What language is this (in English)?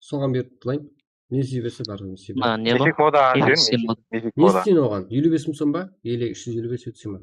Kara-Kalpak